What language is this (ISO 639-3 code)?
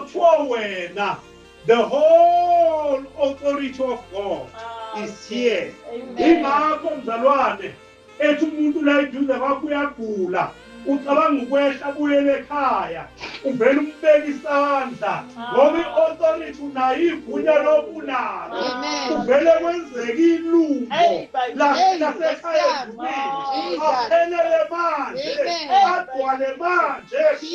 zul